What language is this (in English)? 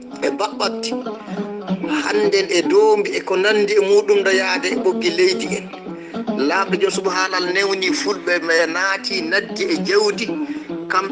Fula